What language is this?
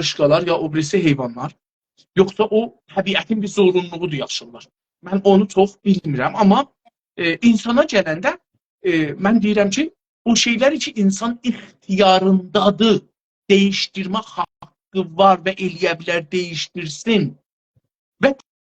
South Azerbaijani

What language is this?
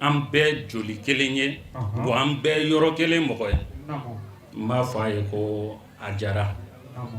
Bambara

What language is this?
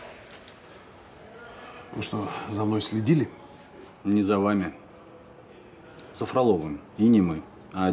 Russian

